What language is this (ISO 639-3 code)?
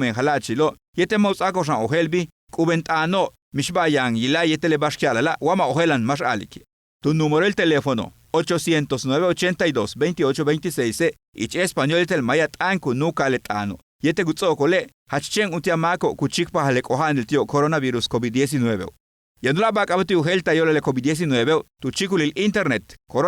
yua